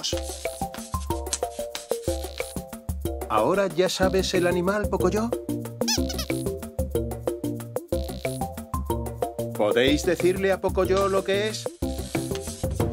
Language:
Spanish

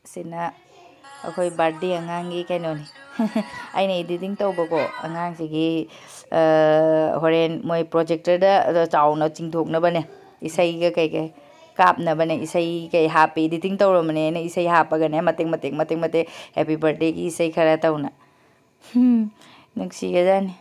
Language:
Manipuri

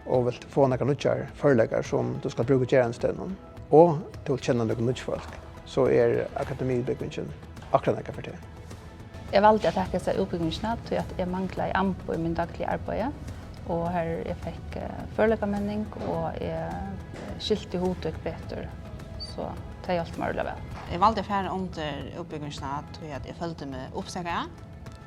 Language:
Faroese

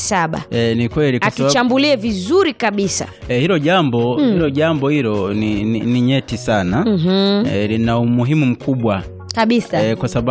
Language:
Swahili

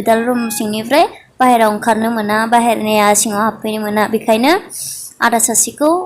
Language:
Bodo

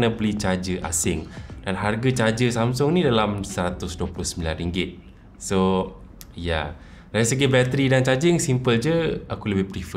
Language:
Malay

